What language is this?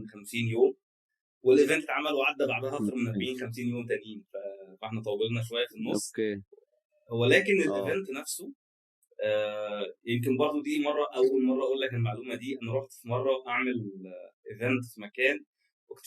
Egyptian Arabic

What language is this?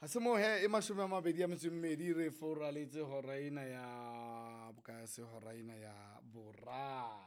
Southern Sotho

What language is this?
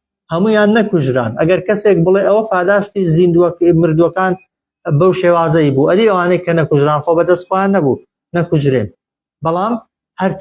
Central Kurdish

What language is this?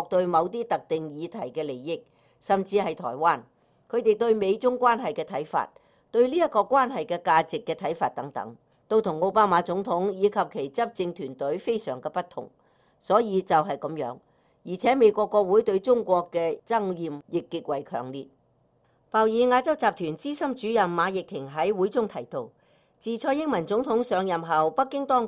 Cantonese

